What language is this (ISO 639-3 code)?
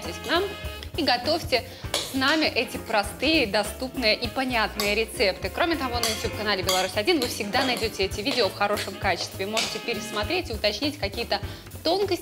rus